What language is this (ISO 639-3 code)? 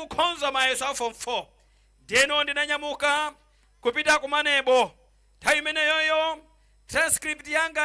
nya